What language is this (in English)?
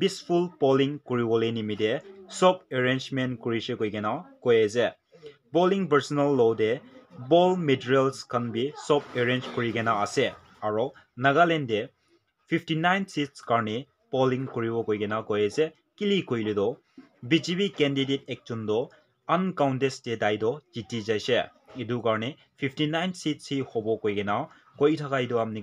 Naga Pidgin